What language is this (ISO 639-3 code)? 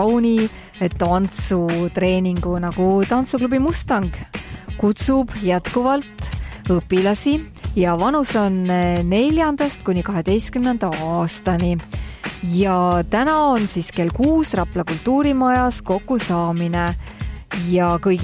est